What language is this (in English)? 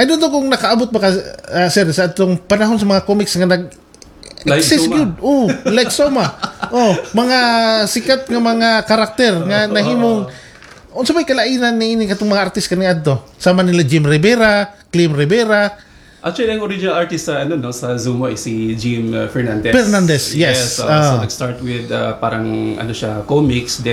Cebuano